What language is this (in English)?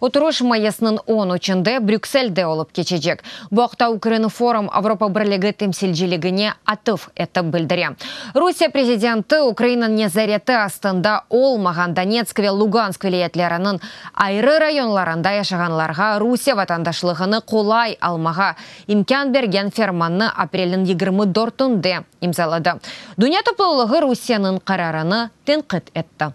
Crimean Tatar